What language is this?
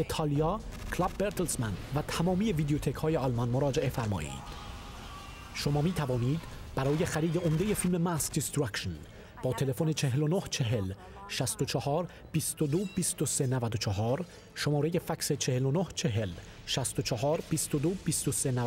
Persian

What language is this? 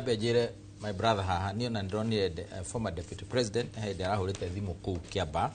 Kikuyu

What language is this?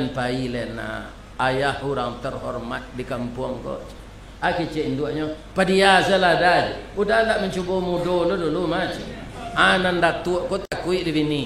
Minangkabau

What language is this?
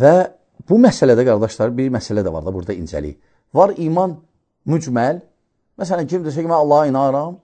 Azerbaijani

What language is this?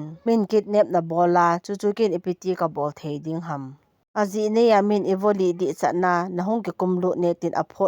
Thado Chin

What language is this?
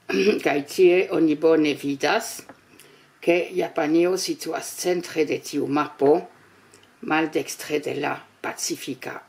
Esperanto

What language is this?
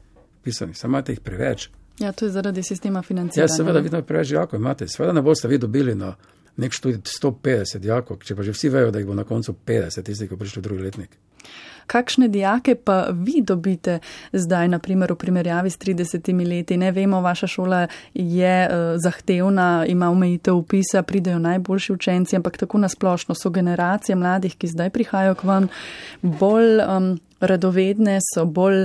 Slovenian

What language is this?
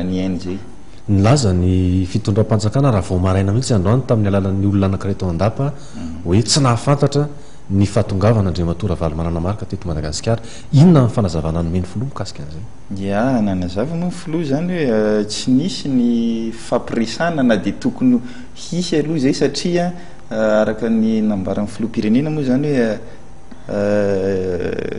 Malagasy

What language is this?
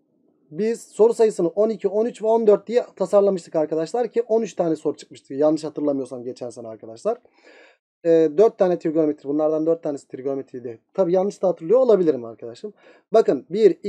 Turkish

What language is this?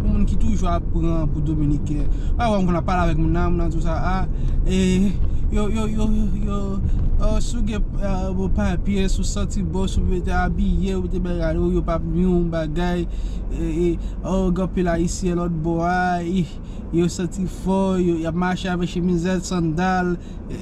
Haitian Creole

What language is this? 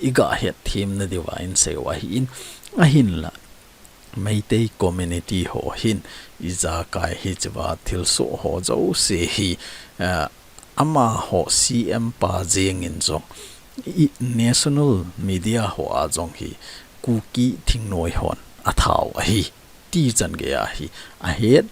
Thado Chin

